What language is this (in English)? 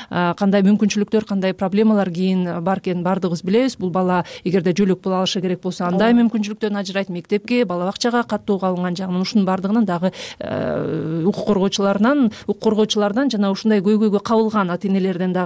Kyrgyz